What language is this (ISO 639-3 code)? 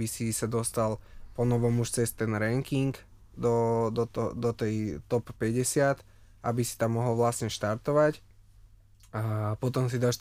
slk